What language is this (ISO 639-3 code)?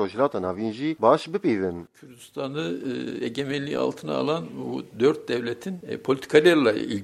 kur